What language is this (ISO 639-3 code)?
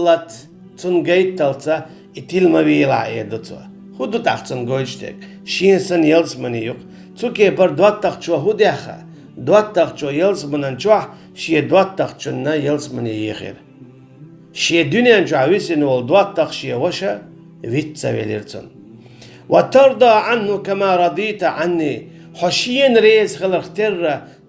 che